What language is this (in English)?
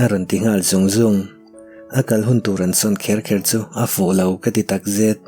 Mizo